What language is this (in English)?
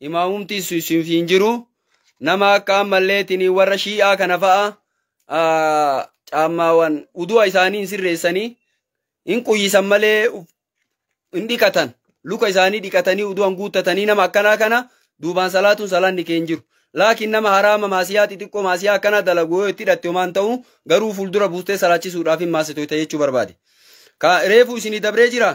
Oromo